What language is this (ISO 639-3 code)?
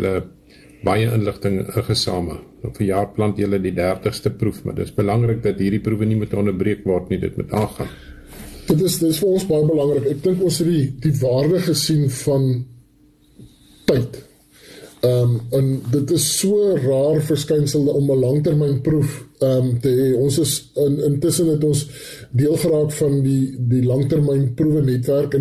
afr